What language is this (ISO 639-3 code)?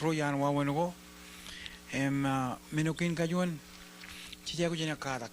mah